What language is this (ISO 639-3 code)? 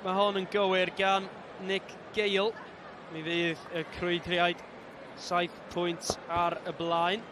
cym